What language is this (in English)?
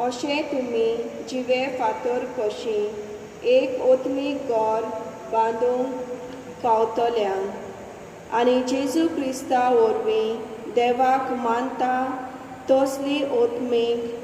Konkani